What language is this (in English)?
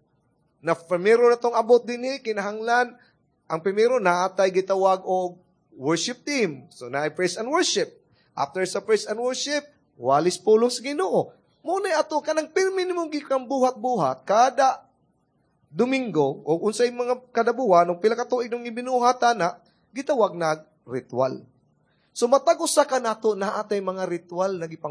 Cebuano